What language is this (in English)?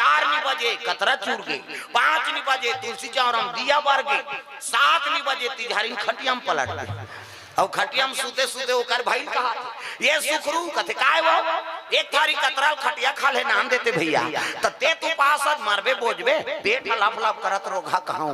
Chhattisgarhi